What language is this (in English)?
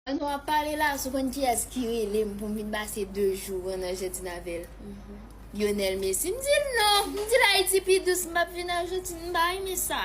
Haitian Creole